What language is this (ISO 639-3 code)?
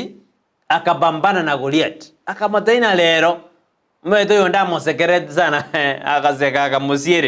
guz